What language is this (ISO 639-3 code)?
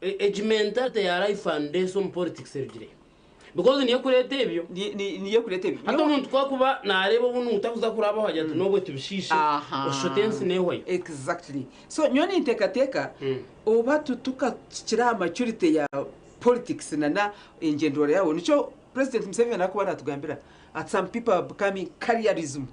nyn